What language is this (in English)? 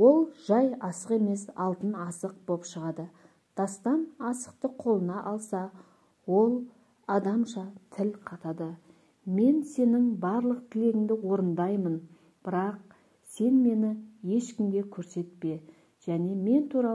Kazakh